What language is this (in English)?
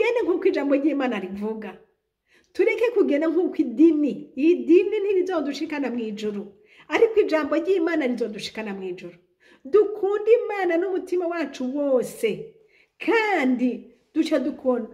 Rundi